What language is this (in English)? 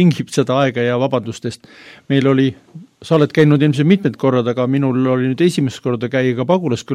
Estonian